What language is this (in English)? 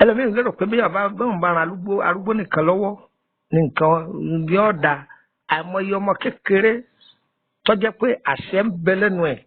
Yoruba